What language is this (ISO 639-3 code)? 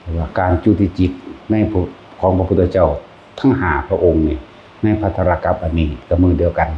lao